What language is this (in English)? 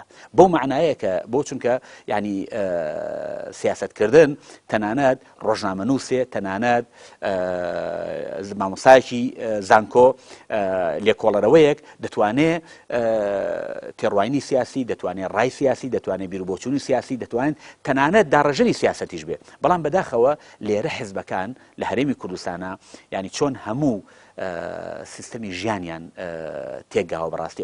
Central Kurdish